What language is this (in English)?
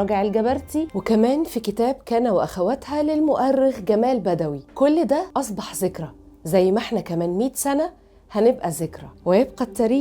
Egyptian Arabic